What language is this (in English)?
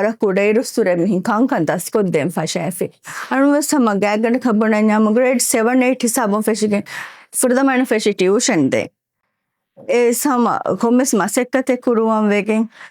Divehi